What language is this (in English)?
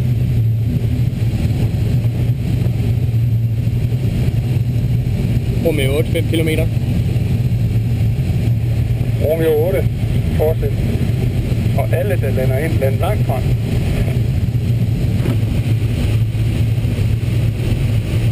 Danish